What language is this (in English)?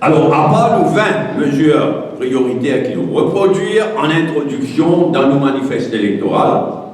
Morisyen